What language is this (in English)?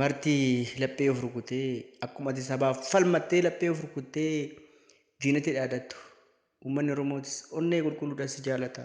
Oromo